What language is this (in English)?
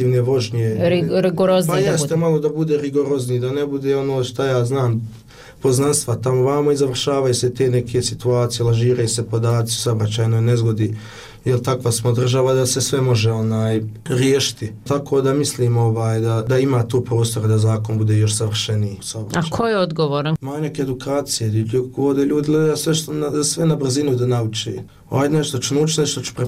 Bosnian